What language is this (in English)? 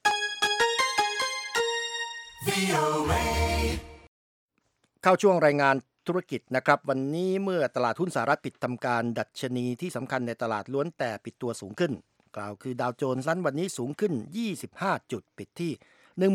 Thai